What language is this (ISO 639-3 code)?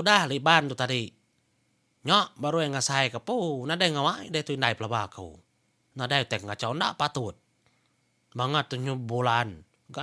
iba